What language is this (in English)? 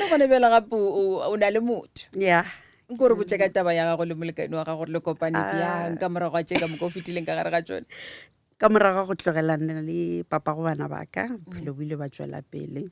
Northern Sotho